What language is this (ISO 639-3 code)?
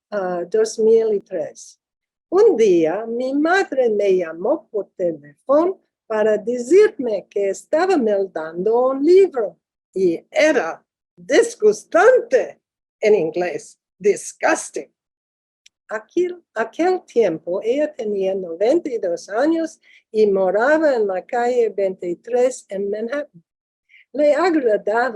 lad